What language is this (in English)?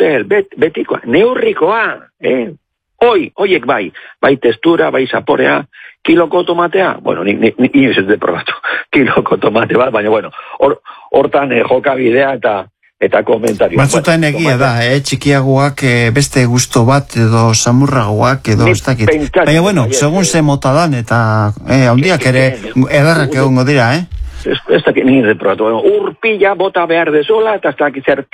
Basque